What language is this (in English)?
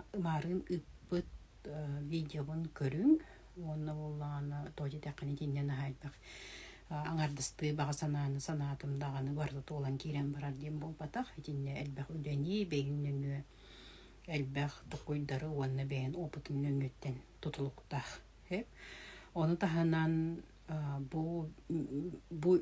Yakut